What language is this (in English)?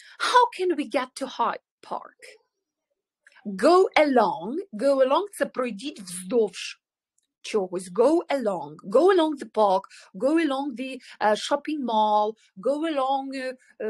Ukrainian